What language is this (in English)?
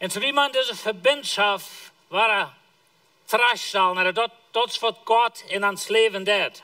Plautdietsch